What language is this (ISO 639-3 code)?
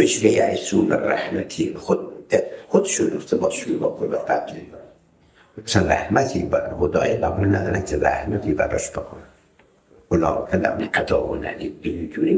fas